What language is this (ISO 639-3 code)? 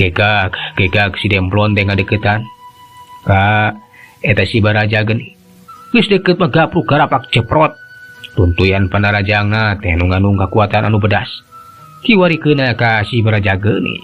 sun